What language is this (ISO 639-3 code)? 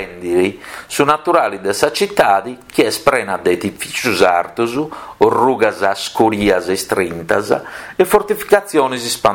srd